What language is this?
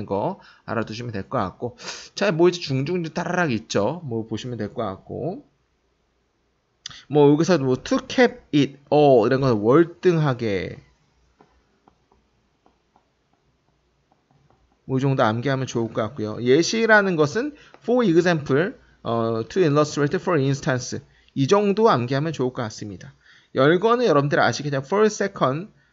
Korean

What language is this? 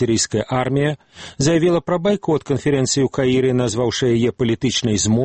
Belarusian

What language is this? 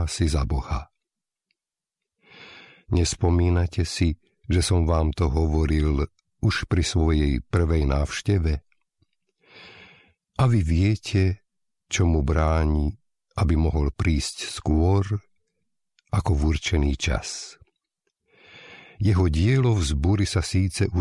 Slovak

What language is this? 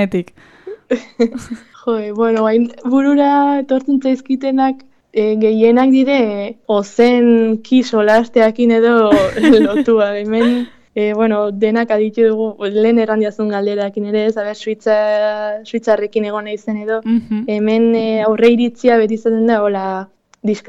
Basque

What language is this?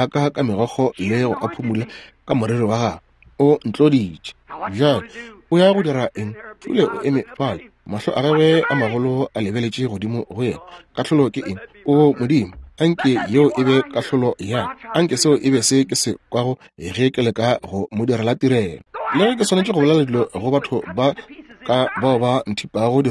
Northern Sotho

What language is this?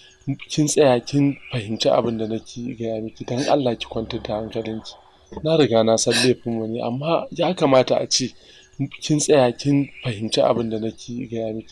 Hausa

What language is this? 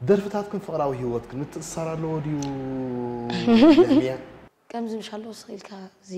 Tigrinya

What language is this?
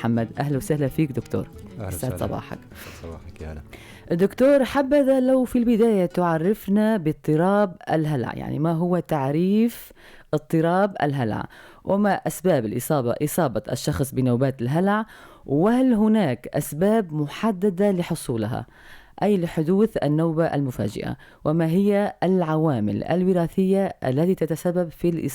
North Levantine Arabic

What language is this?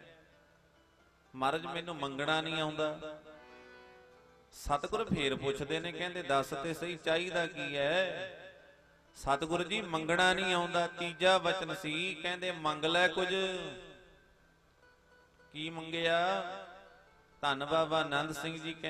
Punjabi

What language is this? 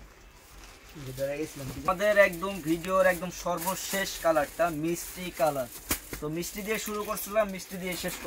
Bangla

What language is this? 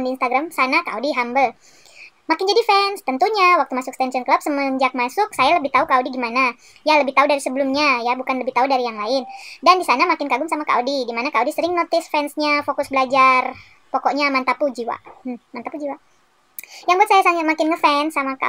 Indonesian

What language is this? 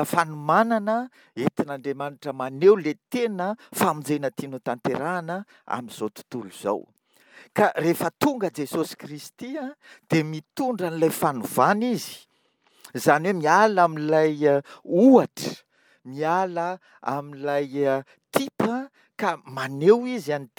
Malagasy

